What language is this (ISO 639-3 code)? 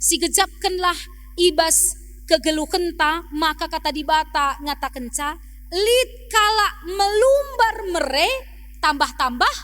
btx